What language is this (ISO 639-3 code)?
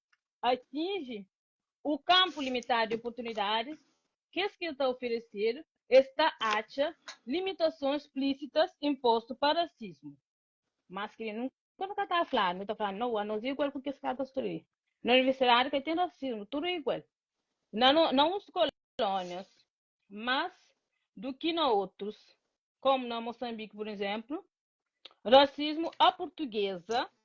kea